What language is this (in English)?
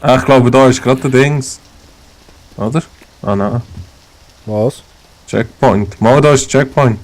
Swiss German